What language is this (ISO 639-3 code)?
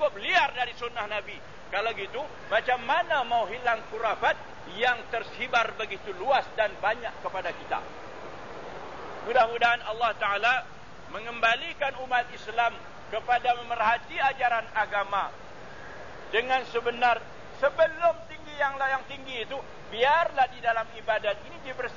msa